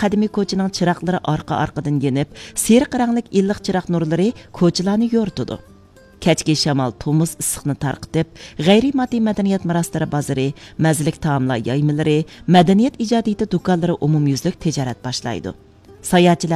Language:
Uyghur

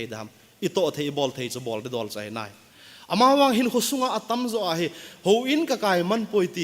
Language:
Thado Chin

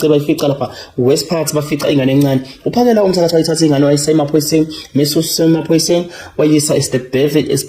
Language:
Zulu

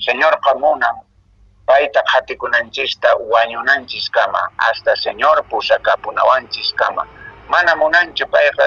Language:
Quechua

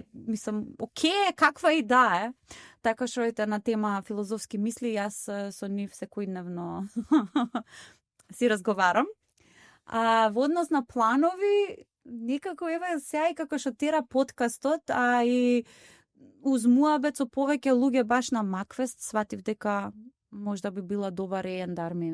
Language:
Macedonian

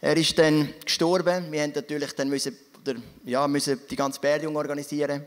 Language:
Swiss German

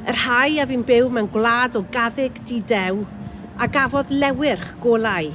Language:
Welsh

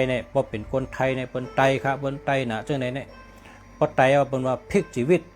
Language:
Shan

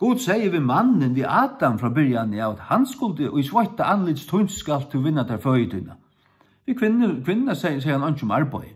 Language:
Faroese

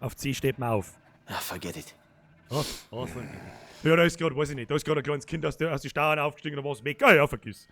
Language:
Bavarian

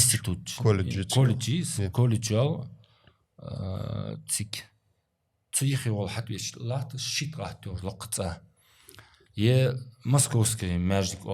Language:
Ingush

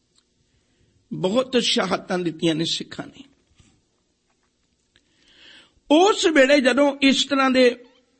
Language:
Punjabi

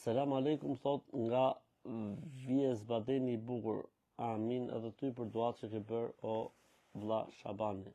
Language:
Albanian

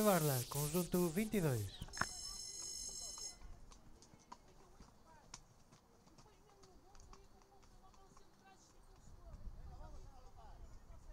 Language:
Portuguese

